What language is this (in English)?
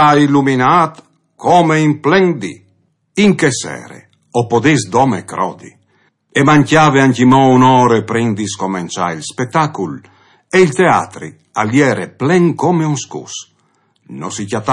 Friulian